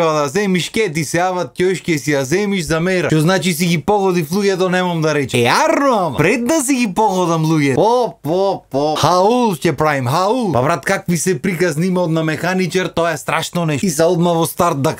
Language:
Macedonian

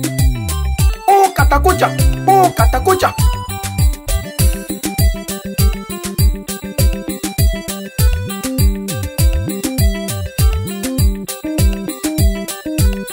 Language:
Swahili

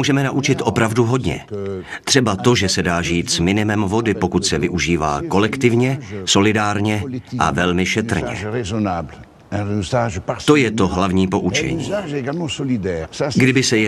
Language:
Czech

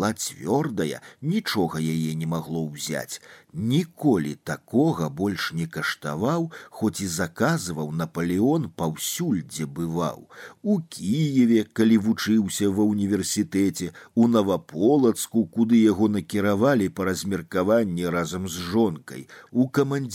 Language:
Belarusian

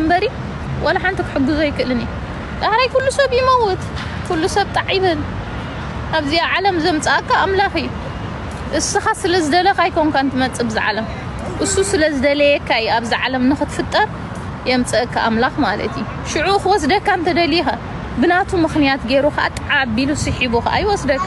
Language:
Tigrinya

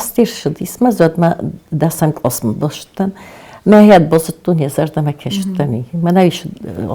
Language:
Ossetic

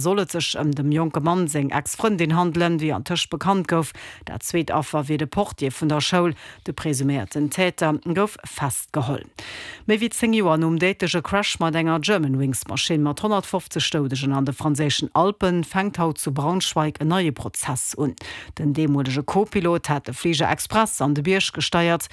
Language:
Luxembourgish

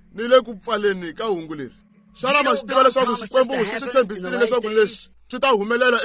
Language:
Tsonga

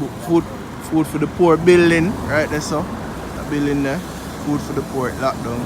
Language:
Jamaican Creole English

